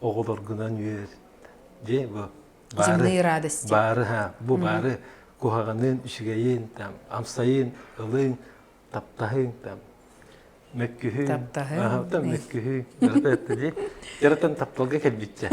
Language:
Yakut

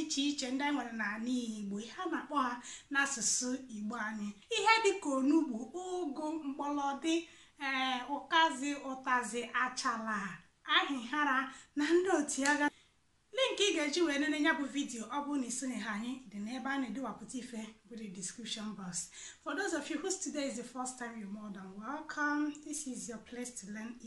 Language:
Igbo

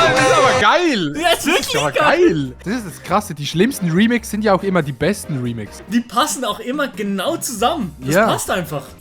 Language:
Swiss German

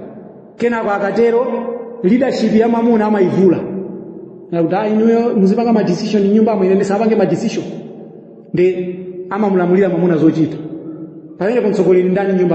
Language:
Nyanja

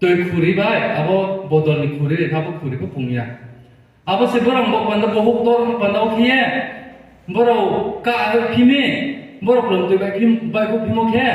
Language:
Riang (India)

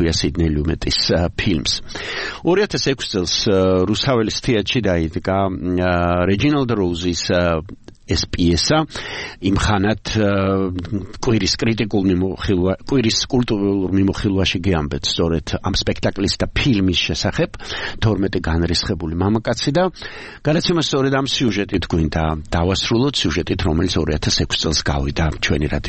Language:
Georgian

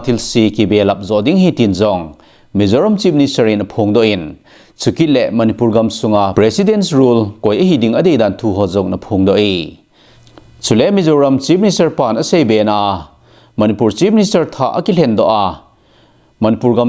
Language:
Thado Chin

